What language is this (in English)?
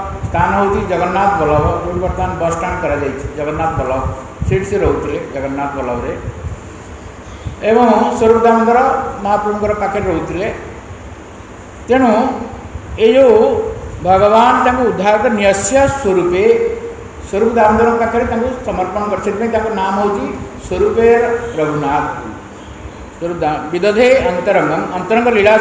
Odia